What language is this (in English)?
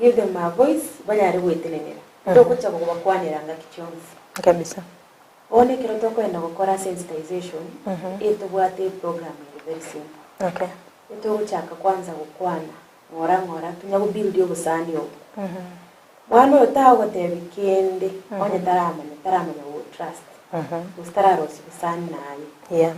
Gusii